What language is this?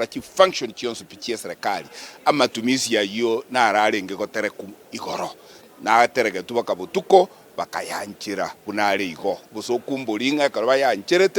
Gusii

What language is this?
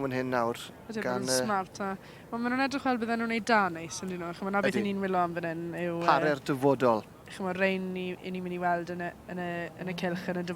Welsh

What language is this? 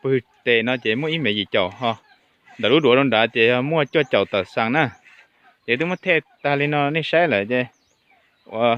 Hmong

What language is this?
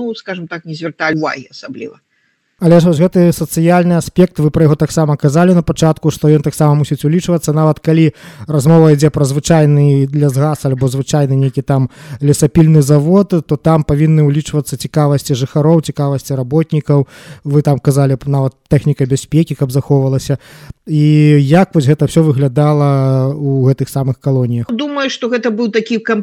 Belarusian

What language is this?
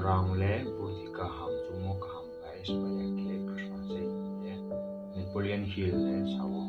Riang (India)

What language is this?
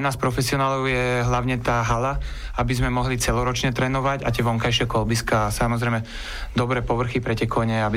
Slovak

